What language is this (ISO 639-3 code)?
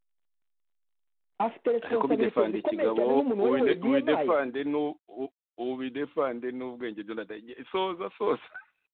kin